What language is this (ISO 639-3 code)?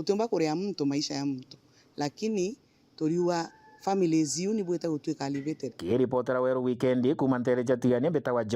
mer